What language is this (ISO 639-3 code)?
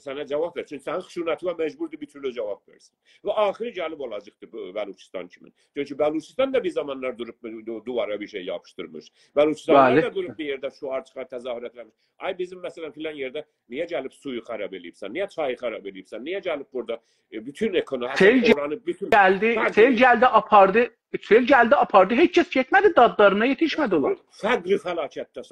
azb